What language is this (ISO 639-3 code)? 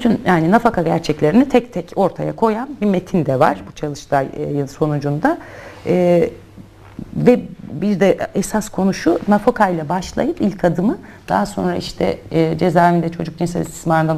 tur